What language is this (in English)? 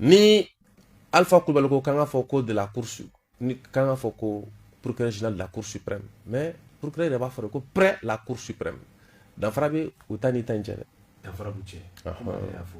Bambara